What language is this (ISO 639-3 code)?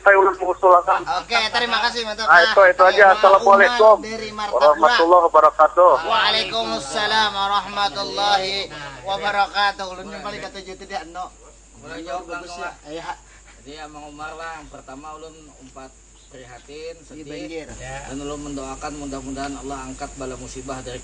bjn